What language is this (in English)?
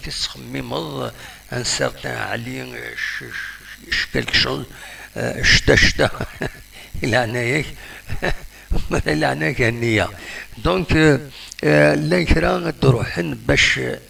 Kabyle